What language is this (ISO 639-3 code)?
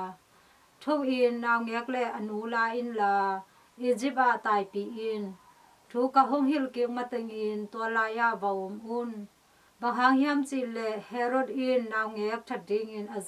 ctd